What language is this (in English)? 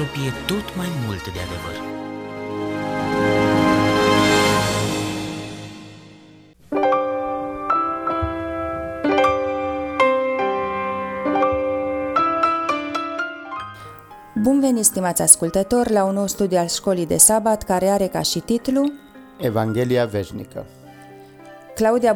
Romanian